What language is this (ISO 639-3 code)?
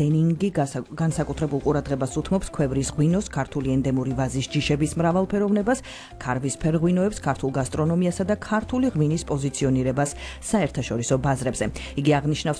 kat